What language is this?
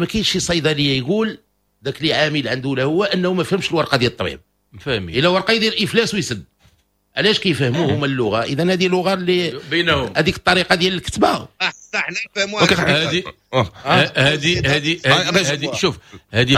Moroccan Arabic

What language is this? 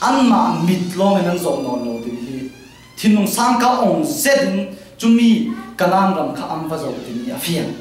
Falam Chin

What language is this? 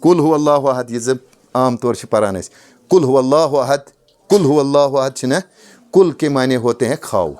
Kashmiri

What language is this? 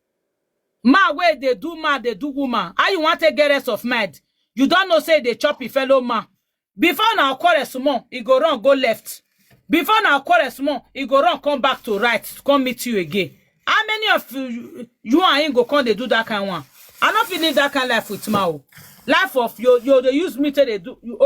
Nigerian Pidgin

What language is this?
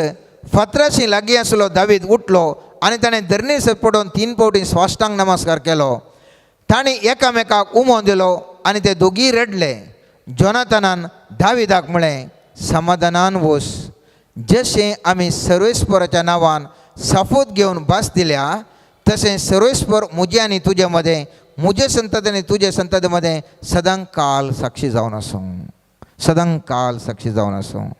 Konkani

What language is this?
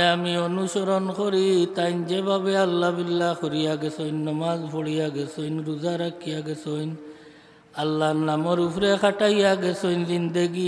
Sylheti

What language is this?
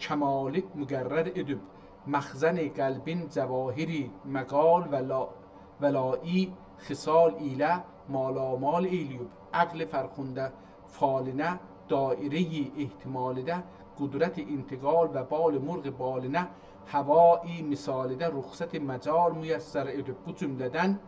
South Azerbaijani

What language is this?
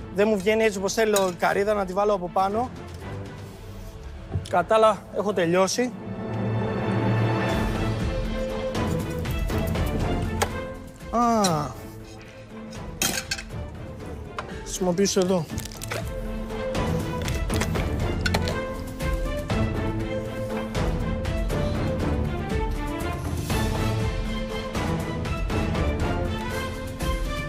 Greek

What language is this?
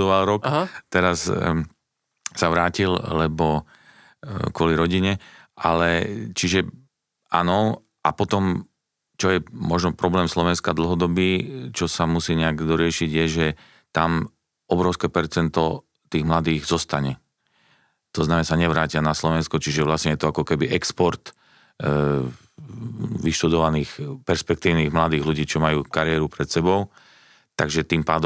Slovak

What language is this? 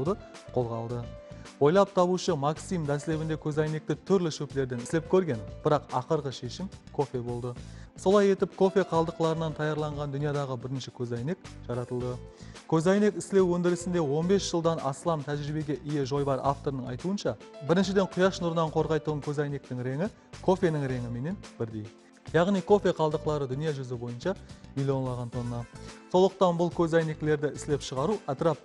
Kara-Kalpak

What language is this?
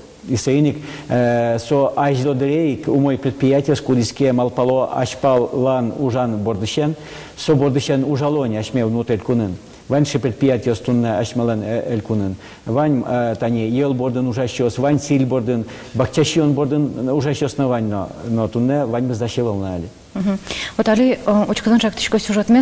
Udmurt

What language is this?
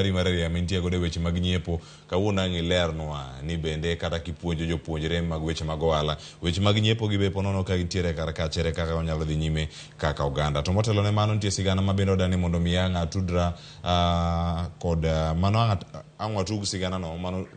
Luo (Kenya and Tanzania)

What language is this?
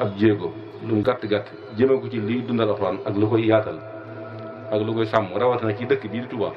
Wolof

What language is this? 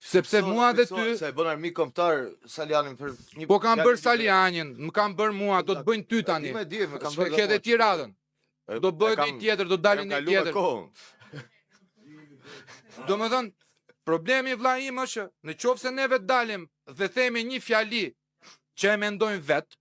Albanian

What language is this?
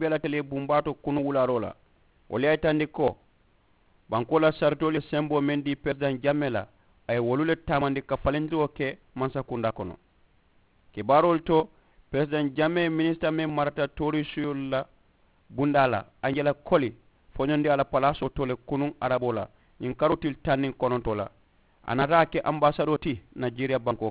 Mandingo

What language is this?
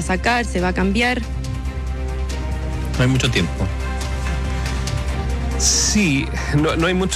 Spanish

